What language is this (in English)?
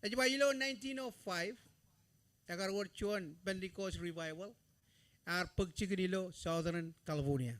Marshallese